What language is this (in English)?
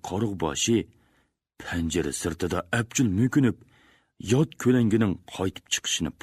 Uyghur